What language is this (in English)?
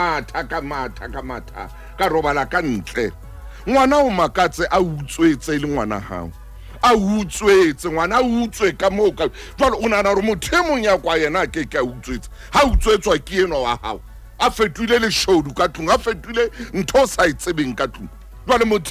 Southern Sotho